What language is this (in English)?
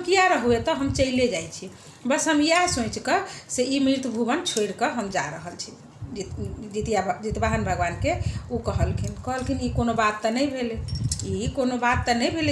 Maithili